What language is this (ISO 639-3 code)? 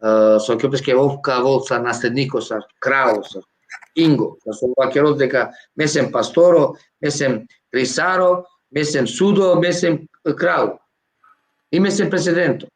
rmn